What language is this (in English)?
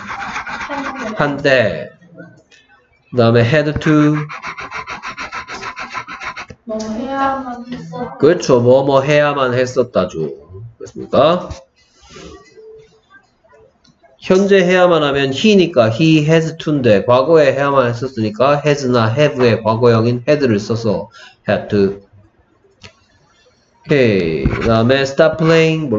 Korean